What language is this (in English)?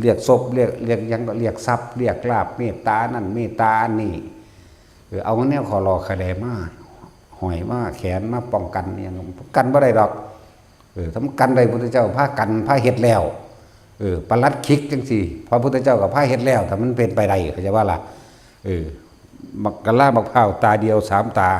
Northeastern Thai